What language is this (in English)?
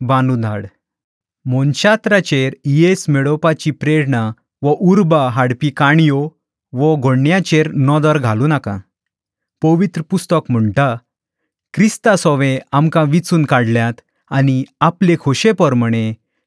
Konkani